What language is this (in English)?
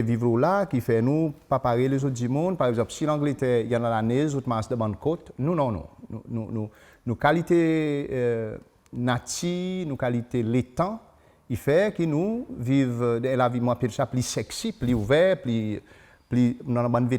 Seselwa Creole French